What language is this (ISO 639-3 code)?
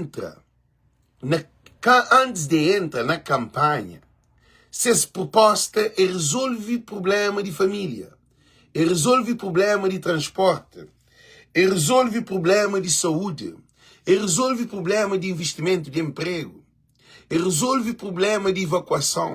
kea